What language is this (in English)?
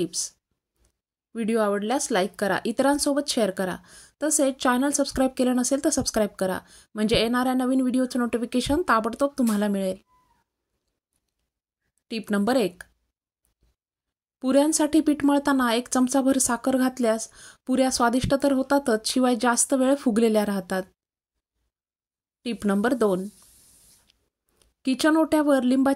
Marathi